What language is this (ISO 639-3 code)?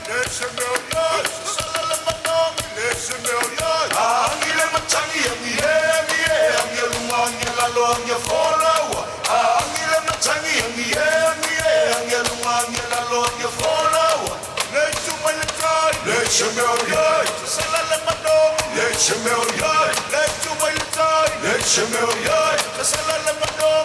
smo